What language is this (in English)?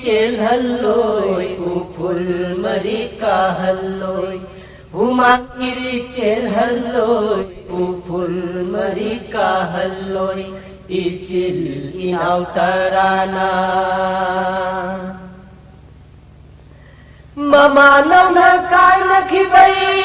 Manipuri